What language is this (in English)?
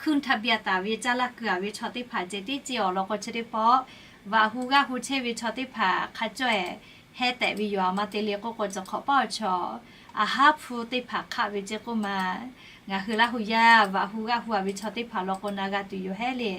Lahu